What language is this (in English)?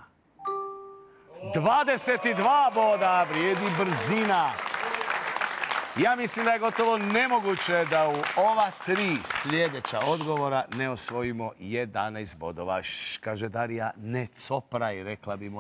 Croatian